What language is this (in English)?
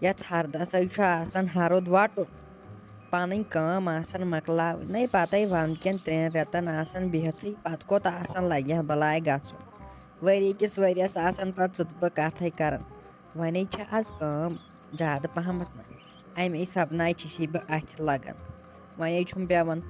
Kashmiri